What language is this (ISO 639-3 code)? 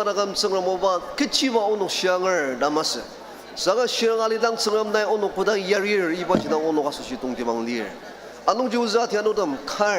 njo